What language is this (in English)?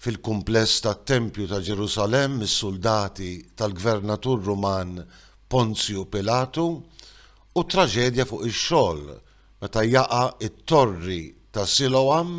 Maltese